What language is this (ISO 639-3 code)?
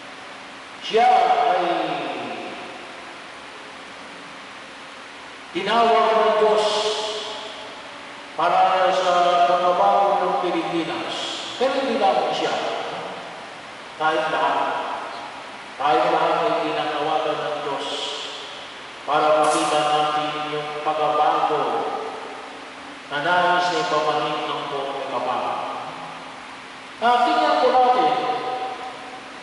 fil